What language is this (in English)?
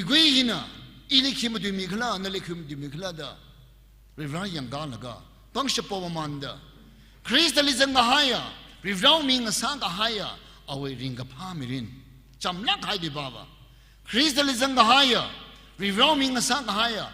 Tangkhul Naga (India)